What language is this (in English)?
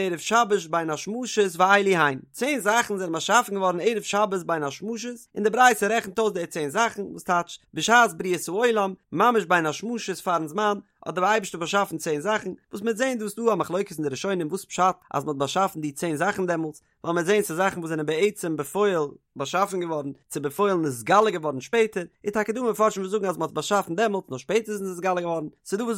Yiddish